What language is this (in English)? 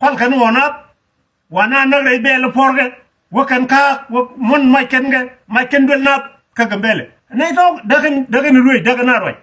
Nuer